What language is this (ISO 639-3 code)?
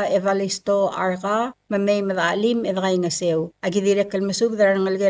pau